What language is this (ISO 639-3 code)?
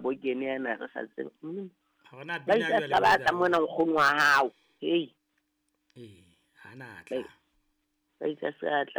sot